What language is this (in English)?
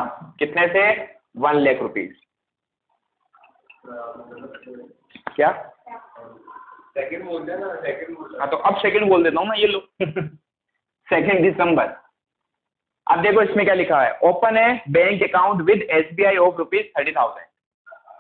Hindi